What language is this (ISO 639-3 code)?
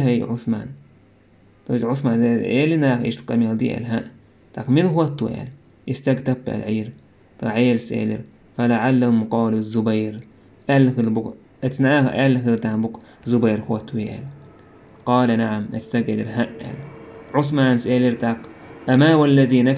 che